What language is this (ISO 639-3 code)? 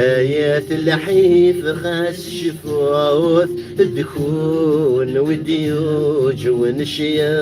kab